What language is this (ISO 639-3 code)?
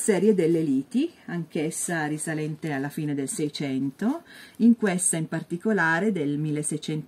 ita